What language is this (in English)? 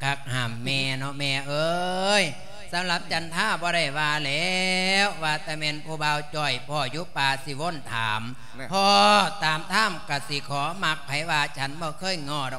Lao